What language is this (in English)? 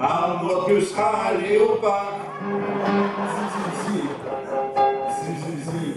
Picard